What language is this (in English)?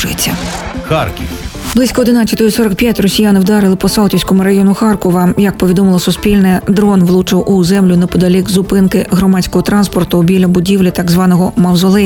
Ukrainian